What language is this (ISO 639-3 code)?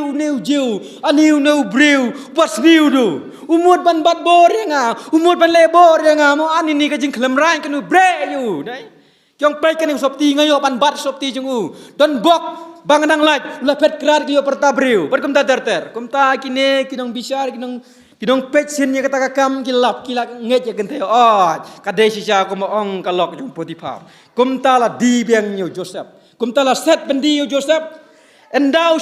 kha